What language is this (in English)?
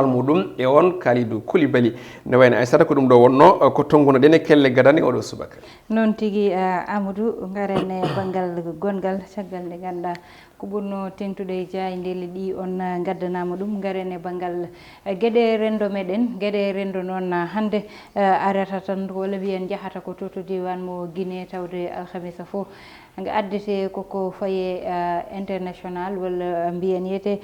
Fula